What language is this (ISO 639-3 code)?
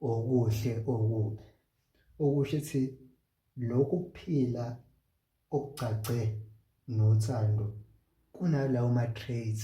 zul